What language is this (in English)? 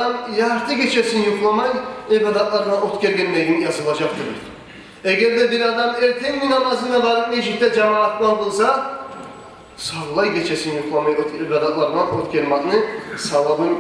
Kumyk